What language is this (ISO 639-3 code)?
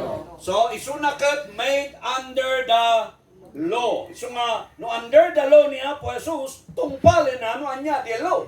ilo